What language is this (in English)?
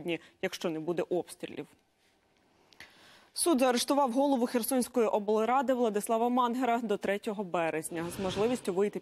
Ukrainian